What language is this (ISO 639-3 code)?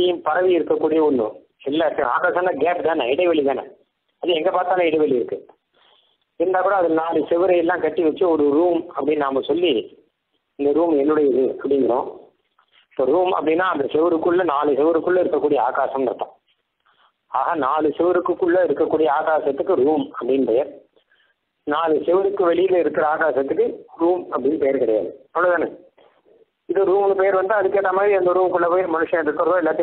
tam